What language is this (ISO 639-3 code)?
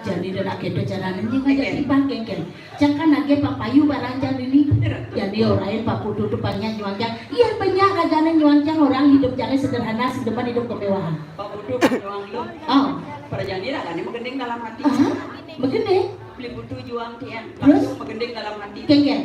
ban